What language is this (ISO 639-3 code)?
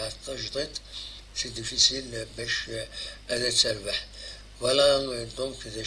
kab